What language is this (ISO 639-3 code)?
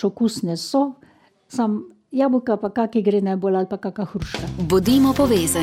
slv